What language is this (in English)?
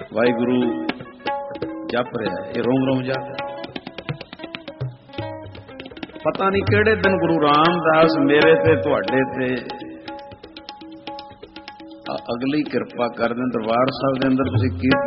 Punjabi